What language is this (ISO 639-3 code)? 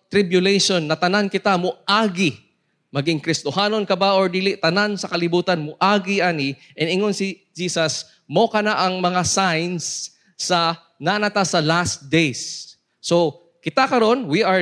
ceb